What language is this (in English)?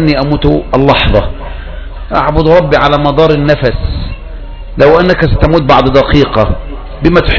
Arabic